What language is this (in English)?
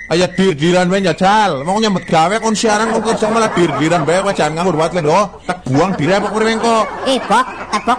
Javanese